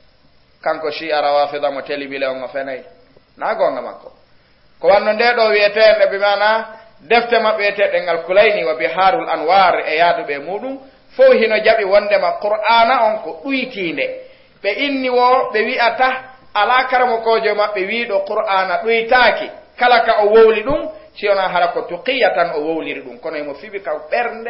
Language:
Fula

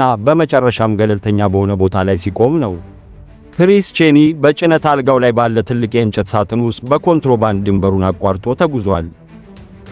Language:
Amharic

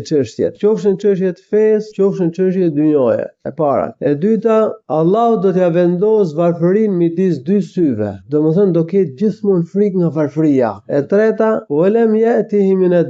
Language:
Albanian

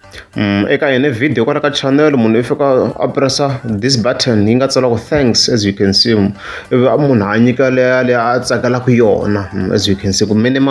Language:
Tsonga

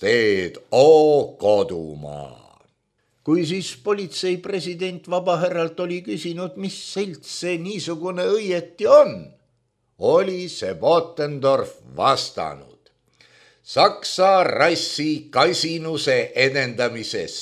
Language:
Estonian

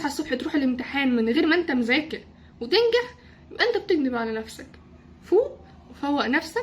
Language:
Egyptian Arabic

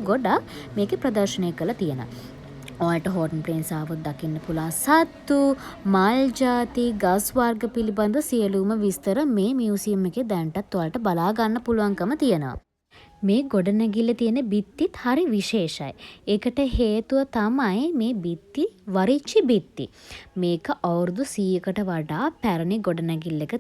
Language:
Sinhala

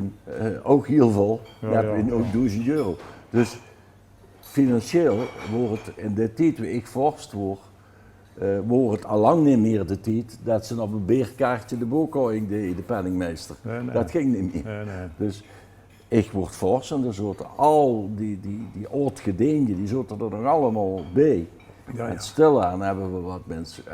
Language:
Limburgish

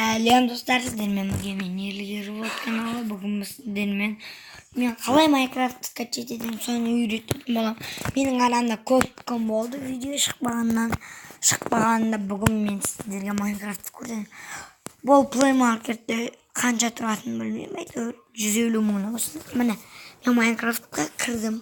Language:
Kazakh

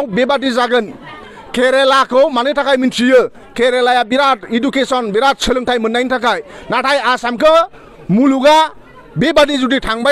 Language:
Bodo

